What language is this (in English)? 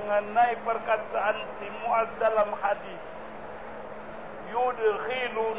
Malay